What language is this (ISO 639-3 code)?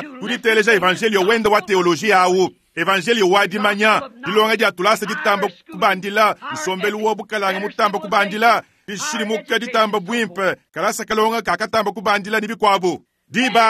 lua